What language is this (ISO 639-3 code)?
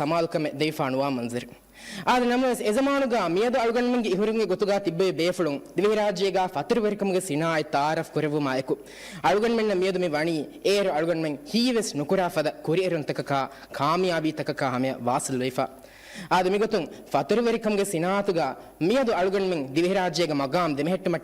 div